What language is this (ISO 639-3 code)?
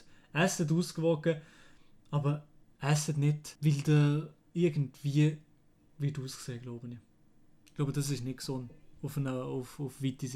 gsw